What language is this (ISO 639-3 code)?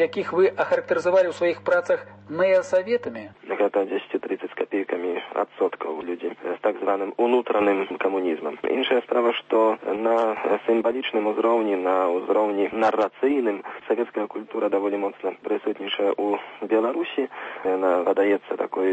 bel